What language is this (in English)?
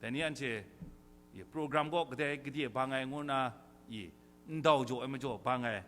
Kachin